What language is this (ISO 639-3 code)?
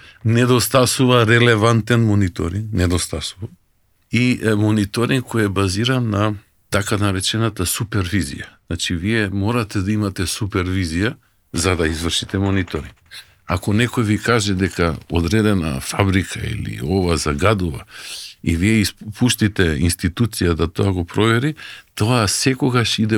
mkd